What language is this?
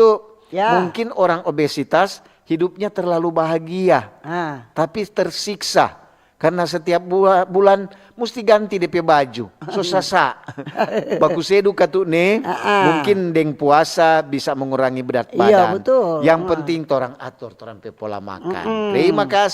Manado Malay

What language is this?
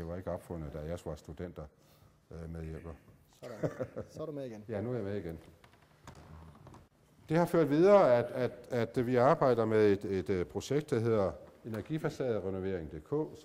Danish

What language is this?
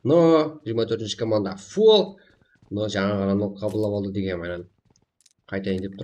Kara-Kalpak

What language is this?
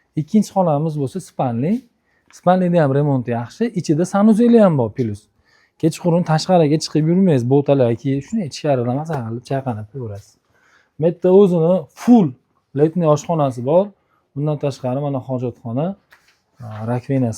Uzbek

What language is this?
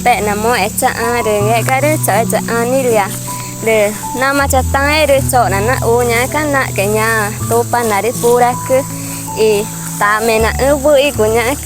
Ticuna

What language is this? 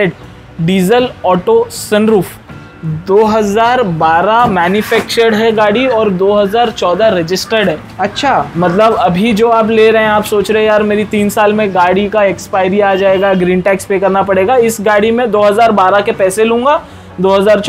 Hindi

